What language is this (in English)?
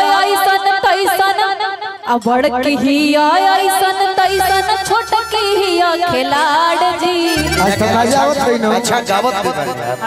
Bhojpuri